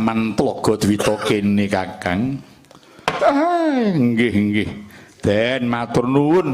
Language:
Javanese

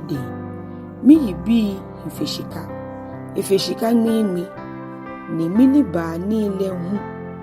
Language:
Ga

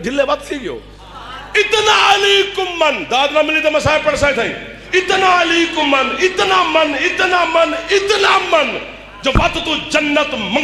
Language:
Saraiki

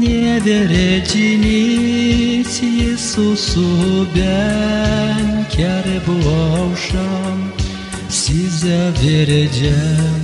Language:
Gagauz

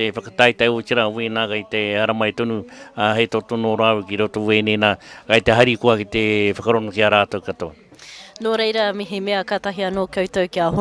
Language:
Māori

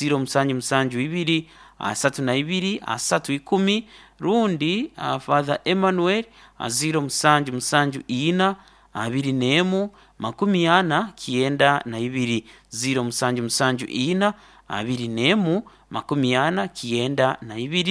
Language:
Nyoro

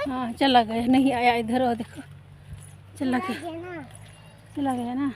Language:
Santali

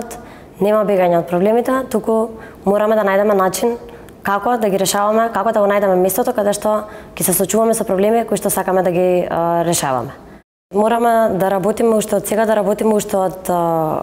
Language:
Macedonian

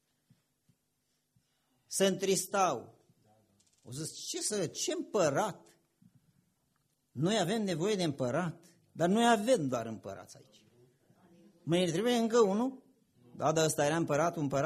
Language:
Romanian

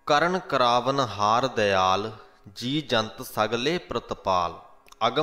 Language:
Punjabi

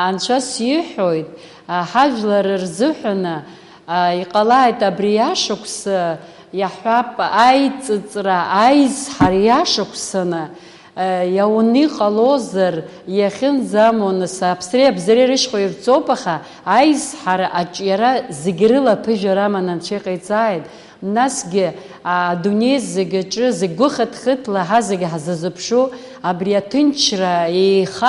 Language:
Abkhazian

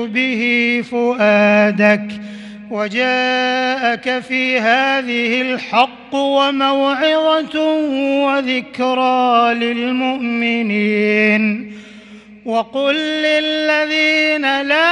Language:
Arabic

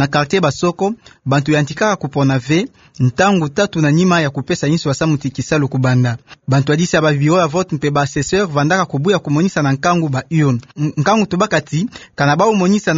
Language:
Kituba (Democratic Republic of Congo)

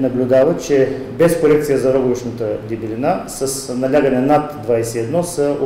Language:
Bulgarian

